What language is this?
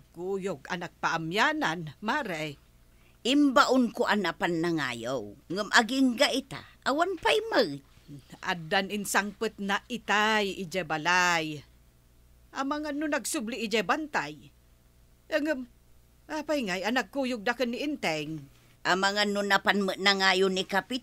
Iloko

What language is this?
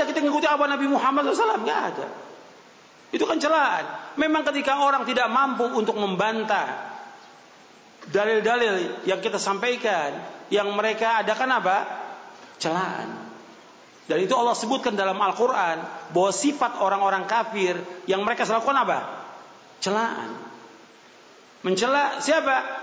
Indonesian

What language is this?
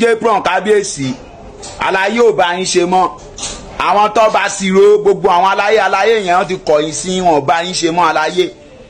Yoruba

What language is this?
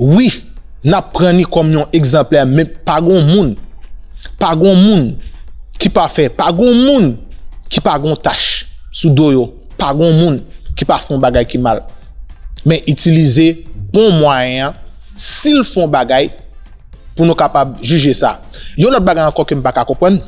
Haitian Creole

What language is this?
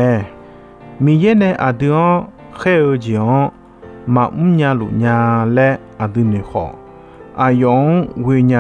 Akha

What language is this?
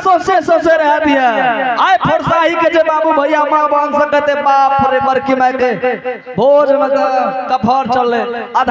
Angika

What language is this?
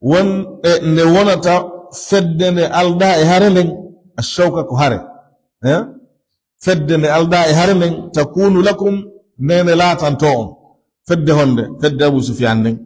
Fula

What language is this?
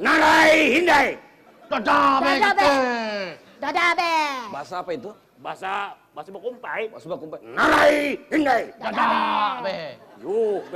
Banjar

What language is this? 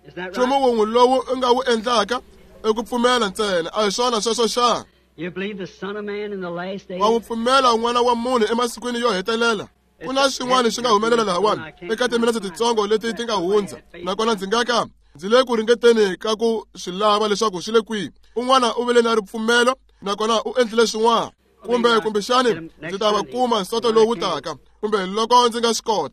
Tsonga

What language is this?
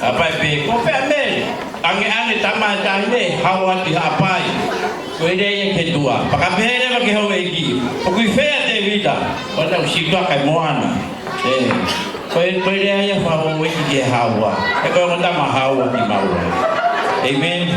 Tongan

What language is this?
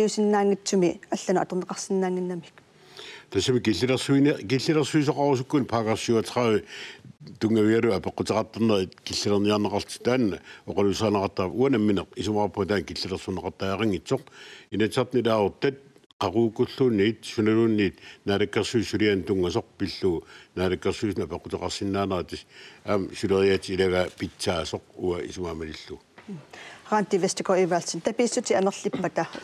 Kalaallisut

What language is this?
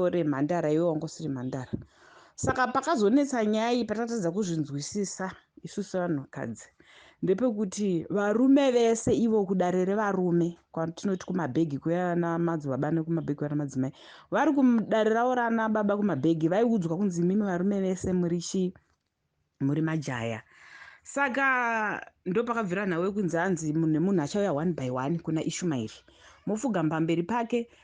Shona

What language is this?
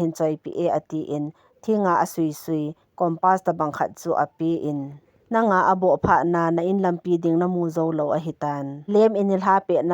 Thado Chin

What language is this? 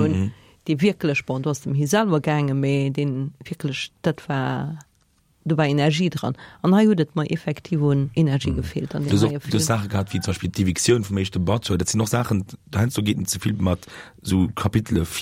Luxembourgish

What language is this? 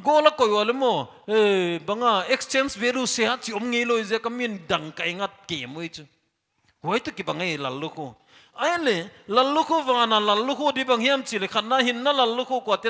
Paite Chin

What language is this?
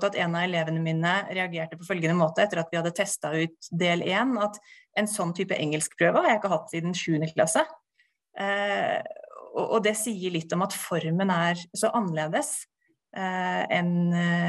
Norwegian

